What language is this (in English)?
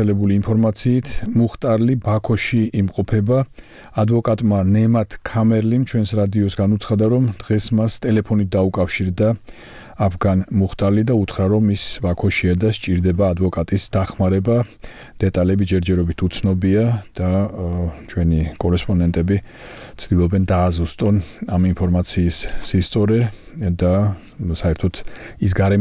Georgian